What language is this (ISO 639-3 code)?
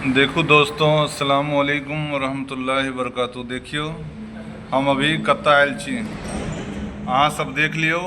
mai